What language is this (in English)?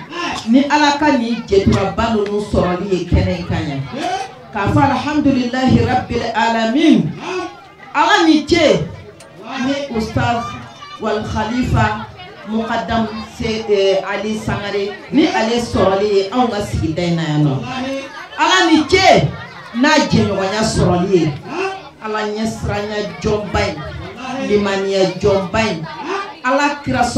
Bambara